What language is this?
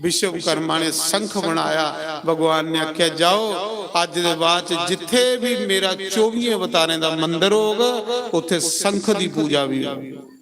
Dogri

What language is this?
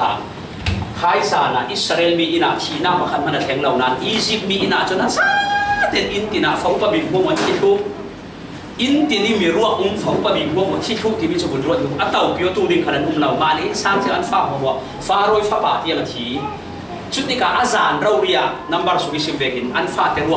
Falam Chin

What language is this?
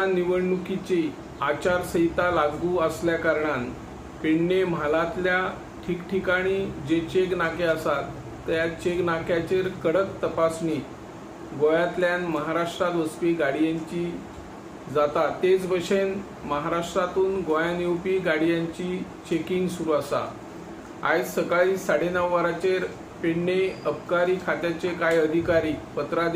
Konkani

